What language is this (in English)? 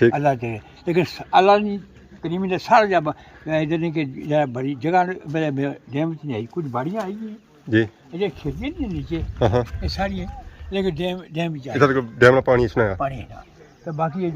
Pahari-Potwari